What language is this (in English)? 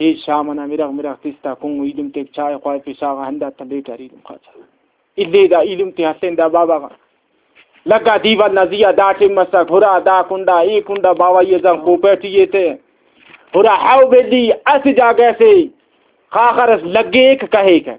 Brahui